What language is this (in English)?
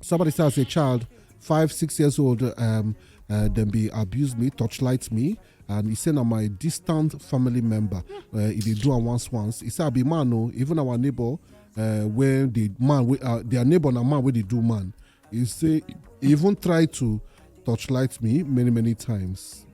Nigerian Pidgin